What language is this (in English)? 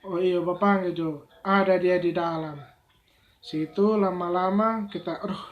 Manado Malay